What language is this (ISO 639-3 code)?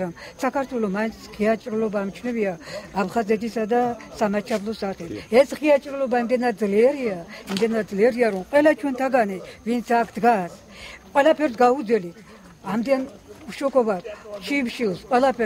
kat